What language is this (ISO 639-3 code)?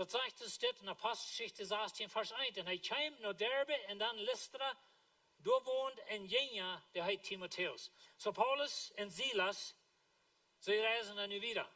pdt